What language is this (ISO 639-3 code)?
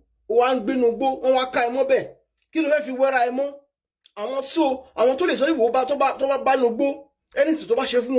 yor